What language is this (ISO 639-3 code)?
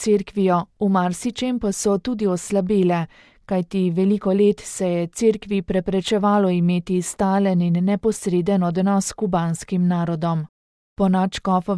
slv